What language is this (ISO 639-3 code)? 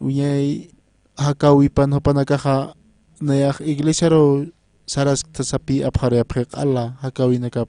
aym